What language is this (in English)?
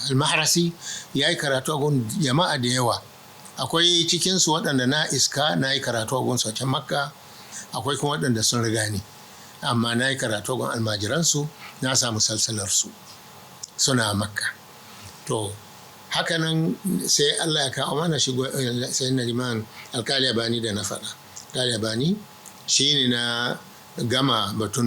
Hausa